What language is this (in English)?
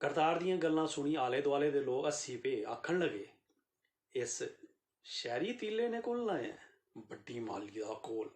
Dogri